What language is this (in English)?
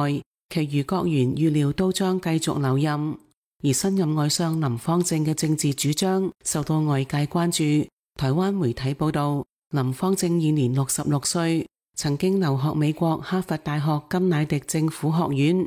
Cantonese